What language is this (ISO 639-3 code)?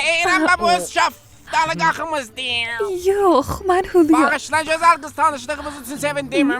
azb